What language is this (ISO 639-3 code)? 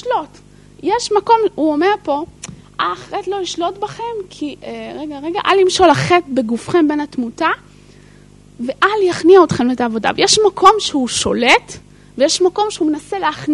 heb